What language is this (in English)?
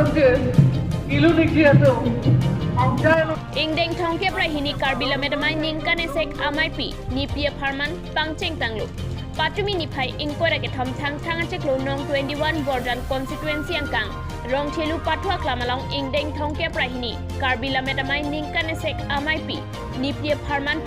Karbi